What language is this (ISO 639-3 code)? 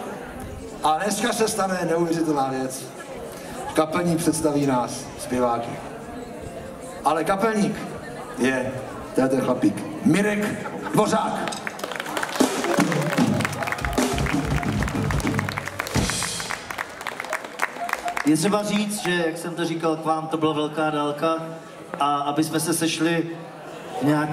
ces